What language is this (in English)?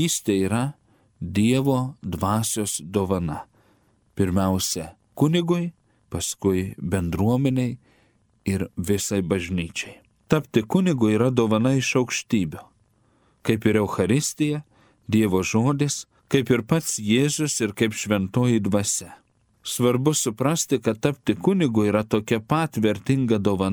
Lithuanian